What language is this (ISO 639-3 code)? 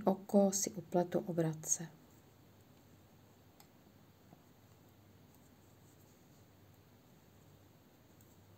ces